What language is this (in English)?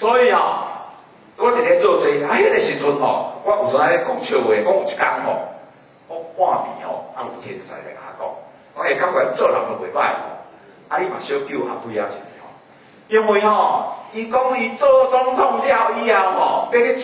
Min Nan Chinese